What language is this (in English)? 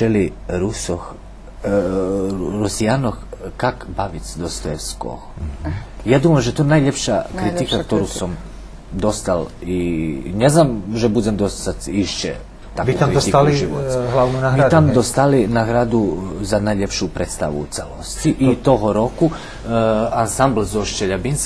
Rusyn